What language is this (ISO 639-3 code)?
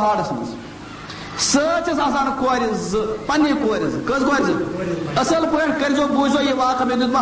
kas